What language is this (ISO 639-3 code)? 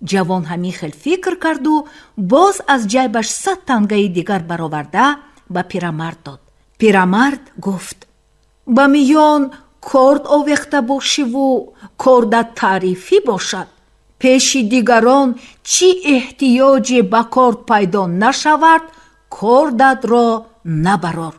tgk